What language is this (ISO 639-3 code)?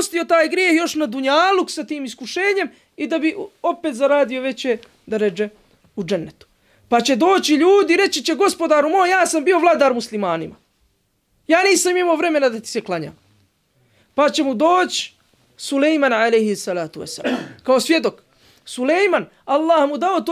bos